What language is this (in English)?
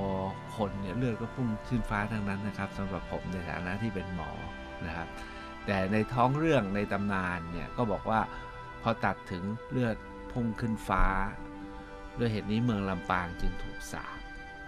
Thai